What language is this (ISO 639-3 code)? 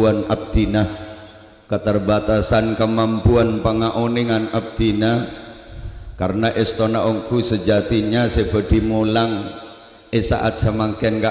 mad